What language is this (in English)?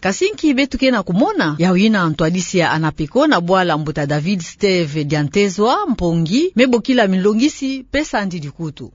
Kituba (Democratic Republic of Congo)